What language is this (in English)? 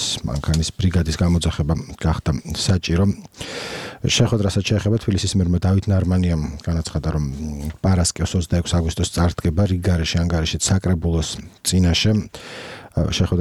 Georgian